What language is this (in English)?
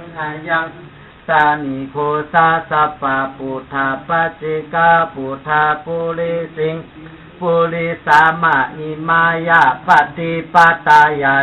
Pali